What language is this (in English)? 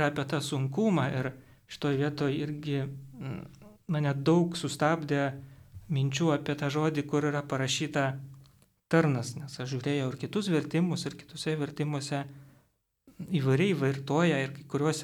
Lithuanian